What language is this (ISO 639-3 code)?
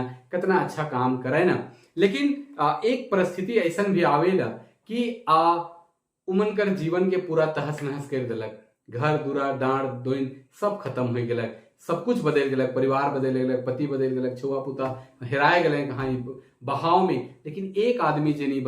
sck